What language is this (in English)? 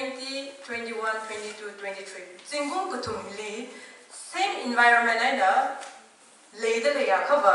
Tangkhul Naga (India)